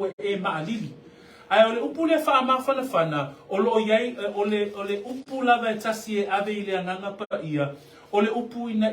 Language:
Samoan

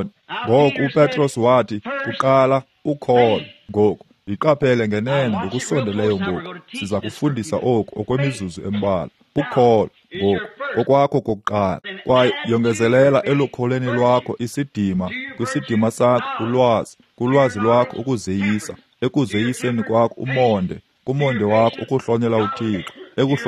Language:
Xhosa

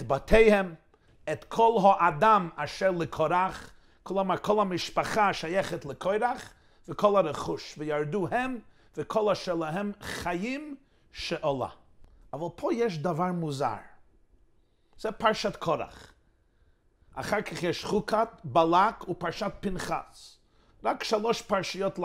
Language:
Hebrew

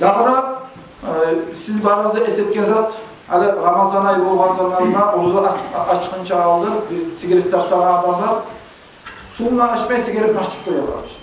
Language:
Kumyk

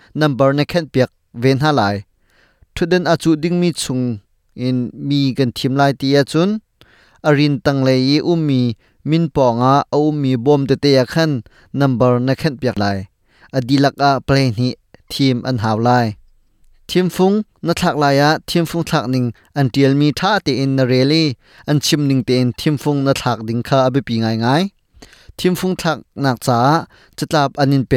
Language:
Hakha Chin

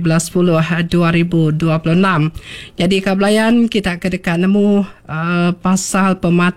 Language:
Iban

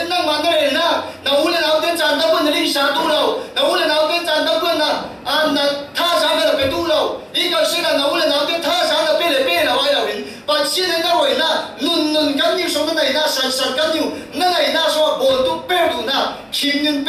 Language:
Falam Chin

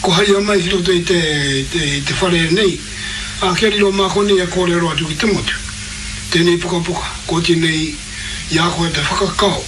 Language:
Māori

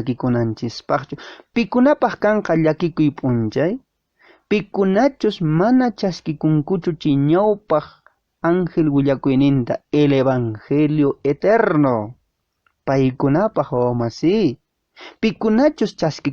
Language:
Quechua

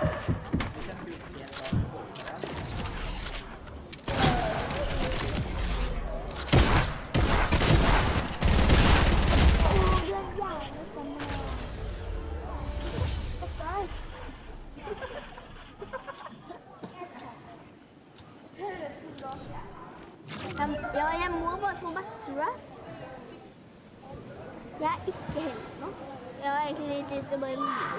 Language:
Norwegian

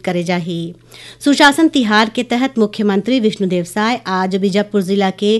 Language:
Chhattisgarhi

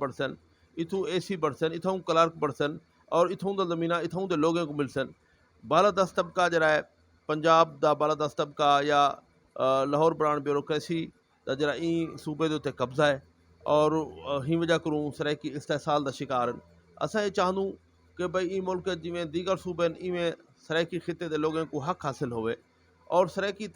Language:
Saraiki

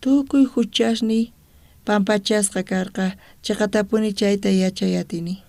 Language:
South Bolivian Quechua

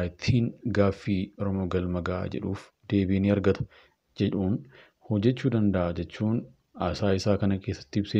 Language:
Oromo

